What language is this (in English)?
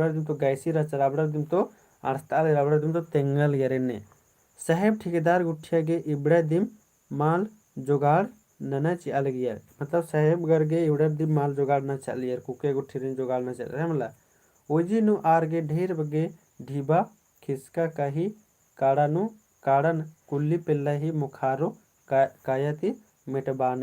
Kurukh